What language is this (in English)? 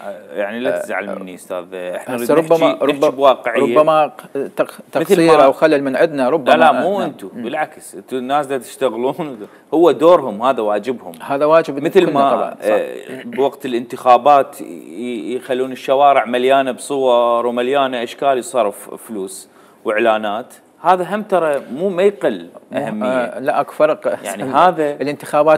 Mesopotamian Arabic